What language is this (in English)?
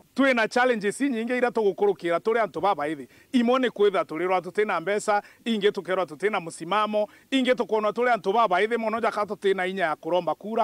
Meru